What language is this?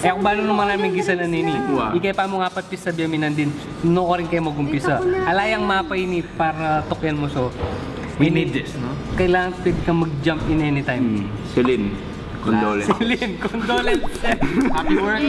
Pampanga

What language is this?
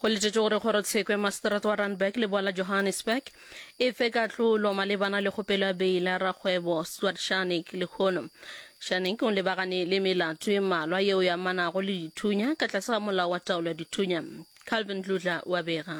Northern Sotho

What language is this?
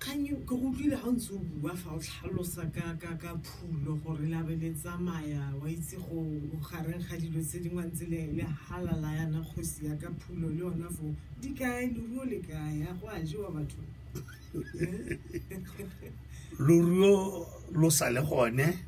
Tswana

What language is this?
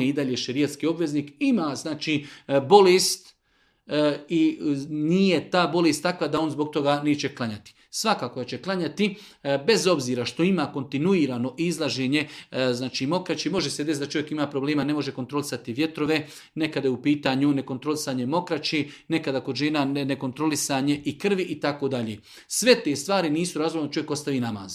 Bosnian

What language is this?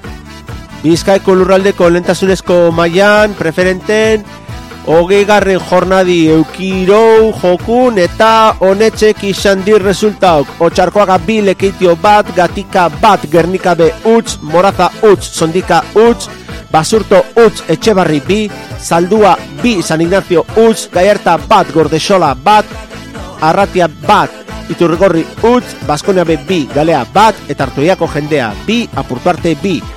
Basque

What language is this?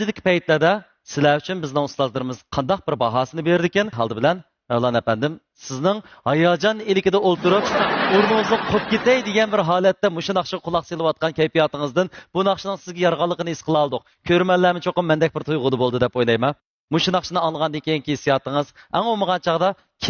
Uyghur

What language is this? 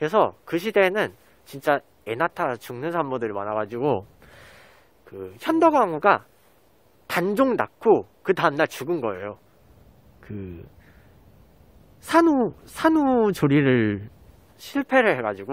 Korean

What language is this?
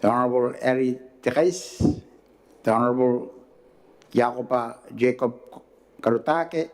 Gilbertese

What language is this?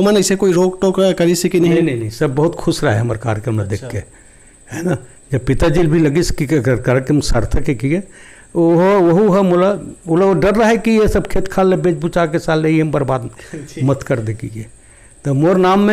Chhattisgarhi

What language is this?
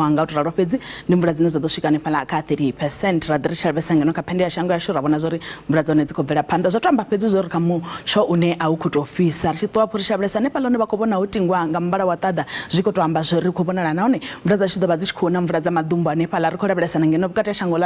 Venda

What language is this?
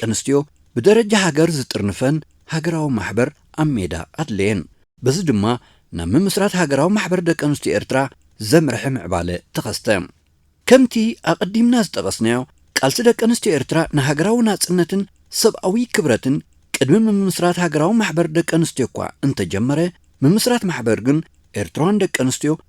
Tigrinya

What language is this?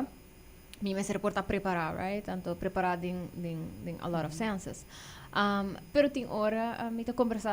Papiamento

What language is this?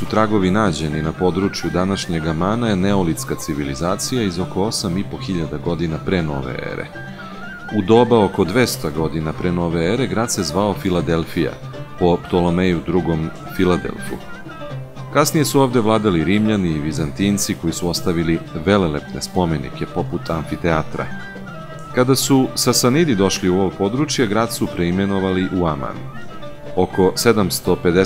Serbian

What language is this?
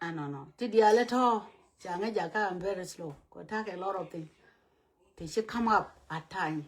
Nuer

